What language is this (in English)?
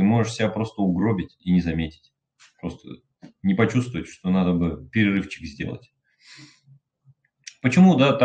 Russian